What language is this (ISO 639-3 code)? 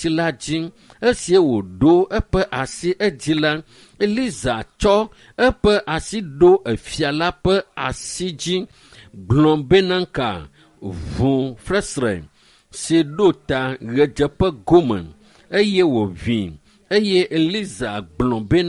ewe